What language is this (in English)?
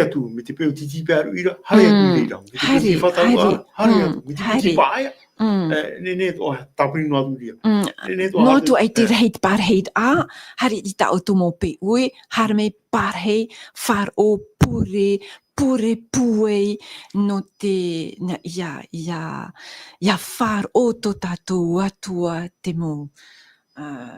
Tahitian